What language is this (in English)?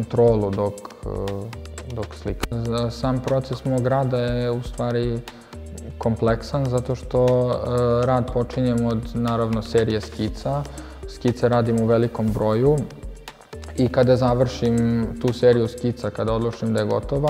Serbian